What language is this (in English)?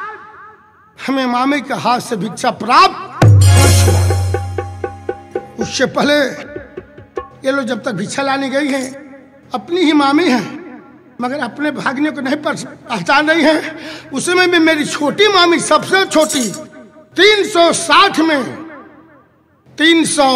Bhojpuri